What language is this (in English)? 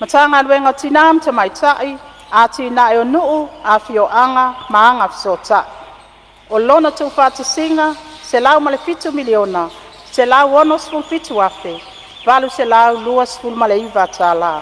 Samoan